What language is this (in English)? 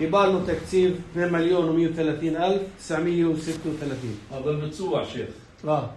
North Levantine Arabic